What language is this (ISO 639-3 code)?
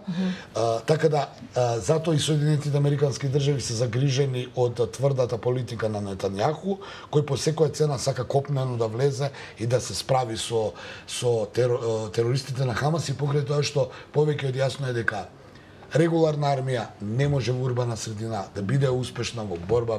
mkd